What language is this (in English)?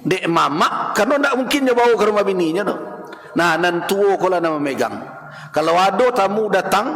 Minangkabau